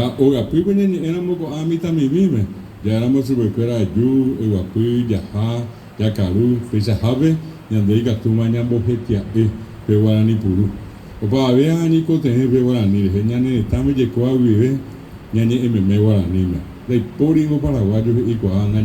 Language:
Guarani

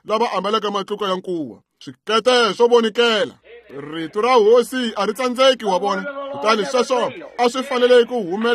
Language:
Tsonga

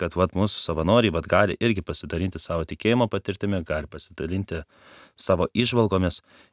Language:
Lithuanian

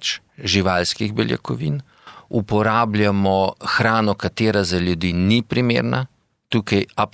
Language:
Slovenian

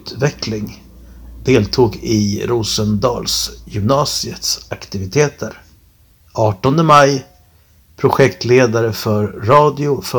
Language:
Swedish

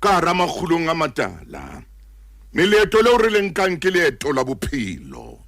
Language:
Southern Sotho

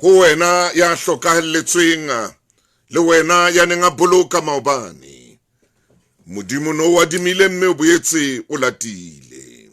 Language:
Southern Sotho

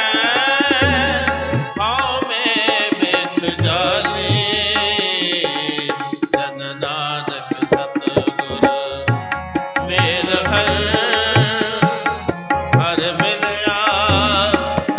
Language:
Punjabi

